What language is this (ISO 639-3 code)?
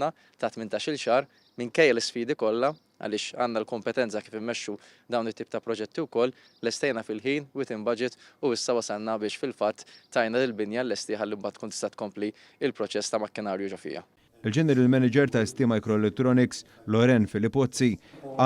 mlt